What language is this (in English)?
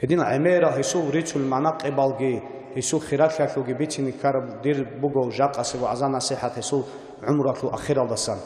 Avaric